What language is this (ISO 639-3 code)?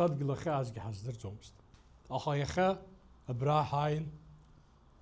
abk